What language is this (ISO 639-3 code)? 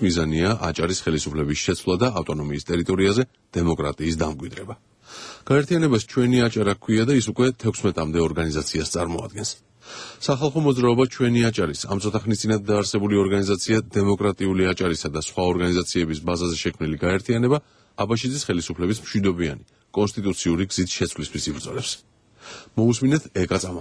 kat